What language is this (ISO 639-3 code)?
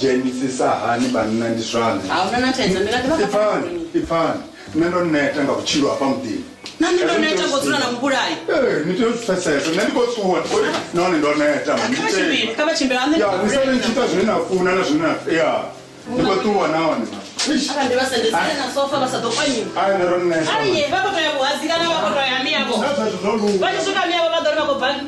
ven